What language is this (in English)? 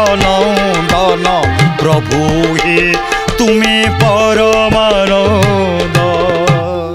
Odia